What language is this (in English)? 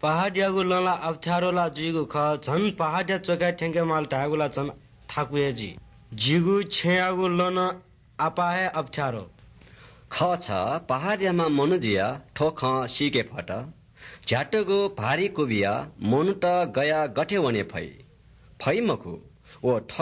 Newari